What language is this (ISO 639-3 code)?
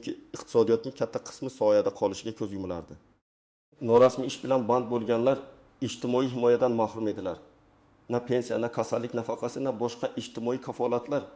uzb